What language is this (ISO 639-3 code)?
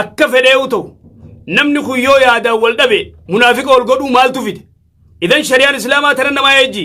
orm